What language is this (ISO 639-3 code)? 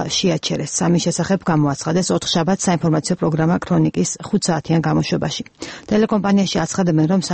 kat